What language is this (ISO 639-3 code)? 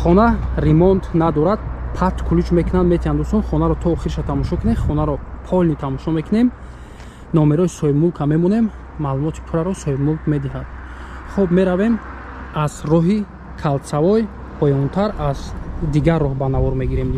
tgk